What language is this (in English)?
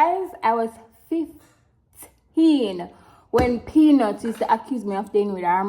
Jamaican Creole English